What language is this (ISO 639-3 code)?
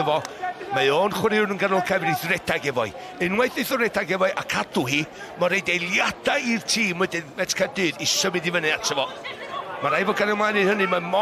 cym